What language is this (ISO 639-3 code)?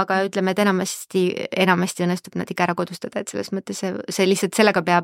est